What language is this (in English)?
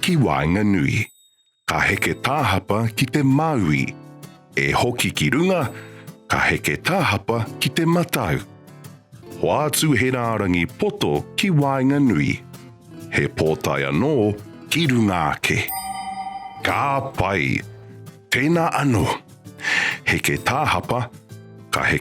Māori